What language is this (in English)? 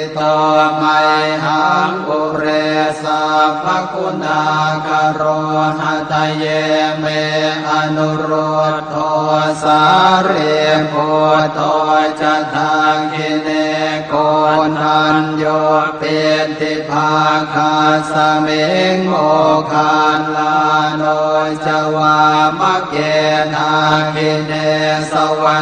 Pali